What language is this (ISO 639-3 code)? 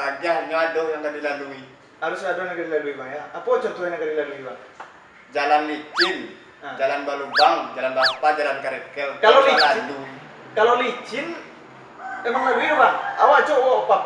min